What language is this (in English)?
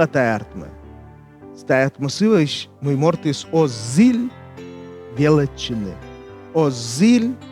Komi